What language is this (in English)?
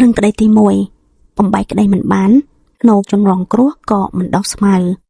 Khmer